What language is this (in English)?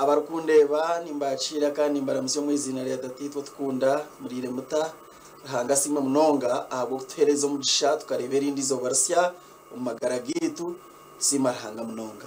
Nyankole